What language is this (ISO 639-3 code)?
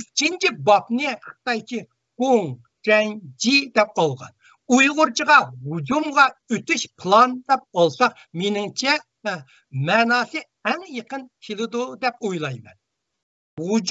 uig